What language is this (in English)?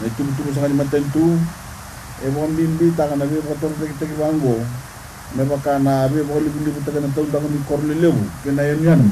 Fijian